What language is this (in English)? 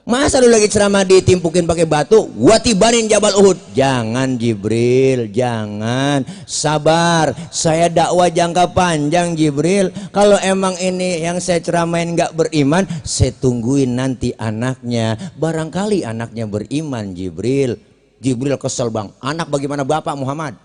Betawi